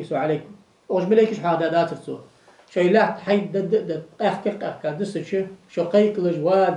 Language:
Ingush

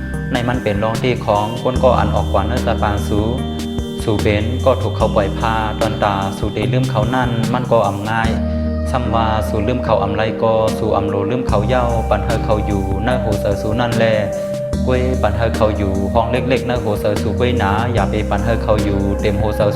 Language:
Shan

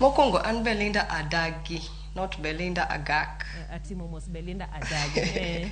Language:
Luo (Kenya and Tanzania)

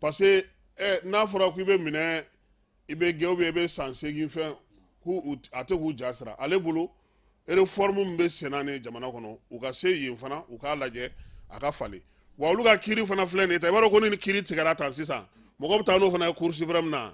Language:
Bambara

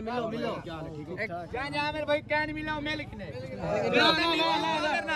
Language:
Saraiki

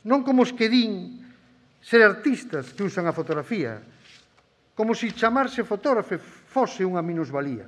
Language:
Galician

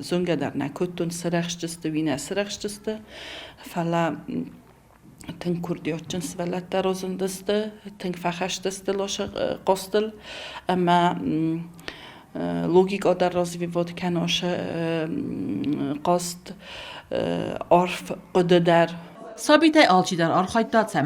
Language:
Ossetic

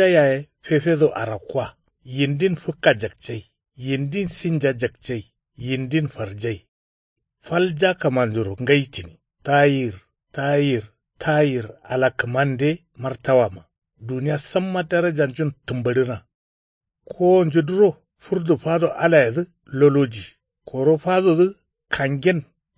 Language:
Kanuri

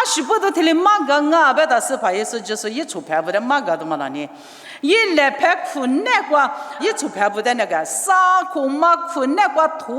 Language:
Lisu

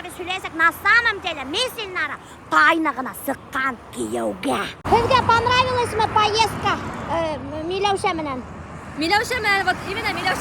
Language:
Bashkir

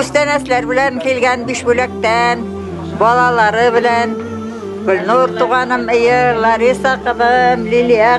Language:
Bashkir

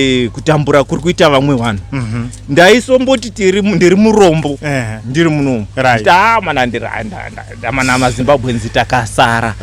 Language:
Shona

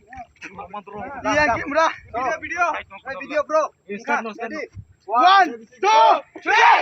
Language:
Kok Borok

